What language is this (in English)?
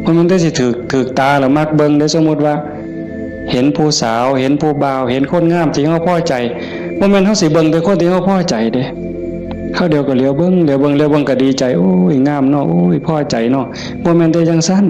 Northeastern Thai